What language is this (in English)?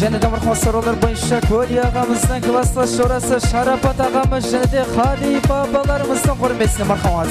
Kara-Kalpak